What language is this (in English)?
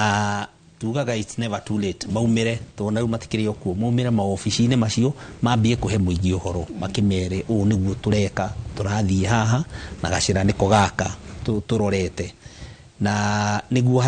Kikuyu